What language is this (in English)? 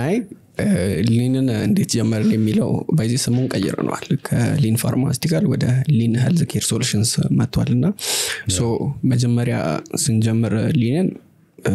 Amharic